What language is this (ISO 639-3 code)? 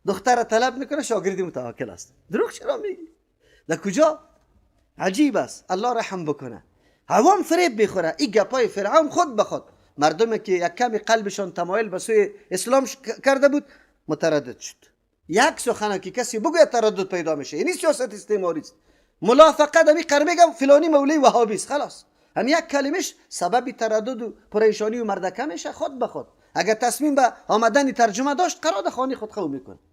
fas